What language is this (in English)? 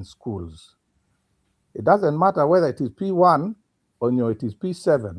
Acoli